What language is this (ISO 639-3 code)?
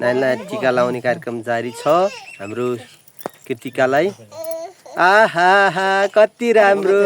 nep